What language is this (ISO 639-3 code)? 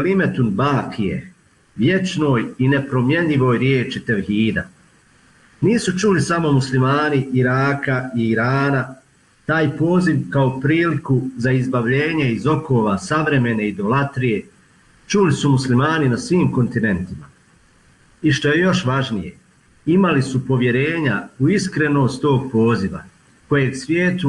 bos